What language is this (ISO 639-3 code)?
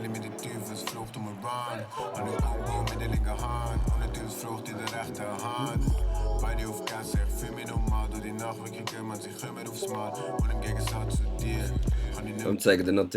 gsw